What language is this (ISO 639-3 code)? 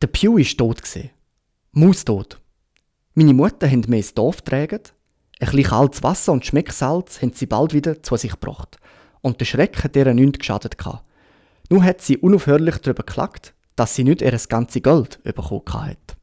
gsw